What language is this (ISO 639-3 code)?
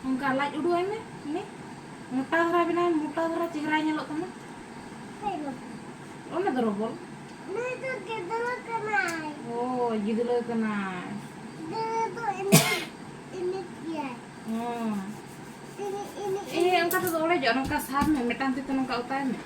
sat